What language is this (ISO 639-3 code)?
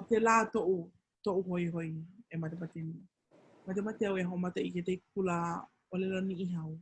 haw